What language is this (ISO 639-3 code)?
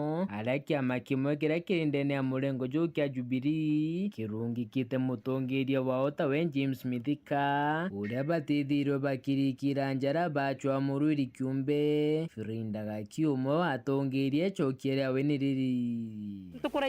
mer